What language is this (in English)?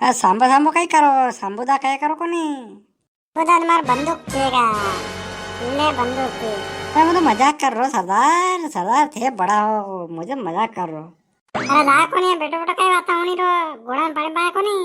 Rajasthani